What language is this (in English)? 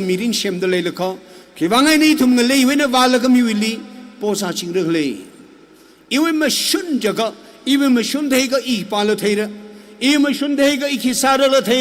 Tangkhul Naga (India)